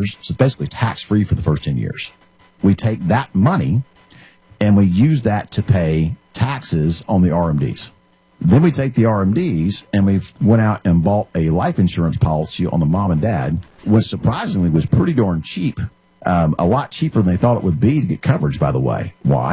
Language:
English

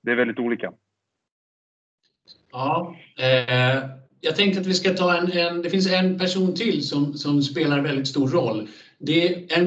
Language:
Swedish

